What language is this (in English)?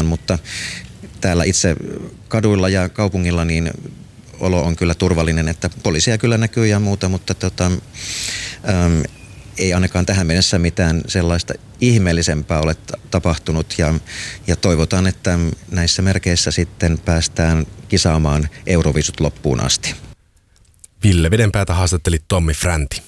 Finnish